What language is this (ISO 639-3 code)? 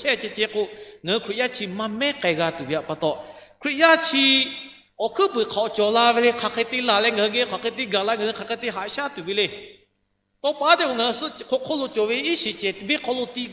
lhu